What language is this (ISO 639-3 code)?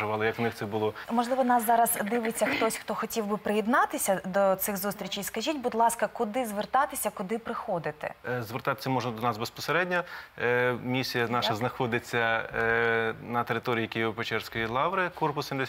ukr